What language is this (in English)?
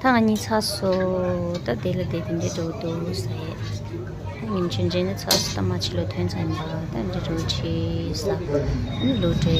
Tibetan